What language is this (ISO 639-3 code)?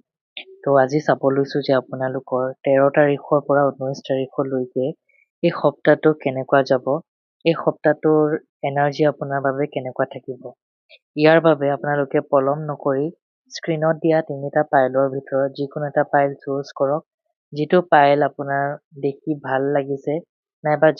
asm